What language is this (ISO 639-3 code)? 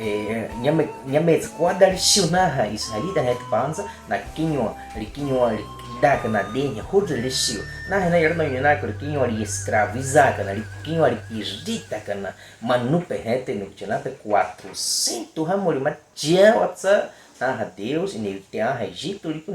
bwi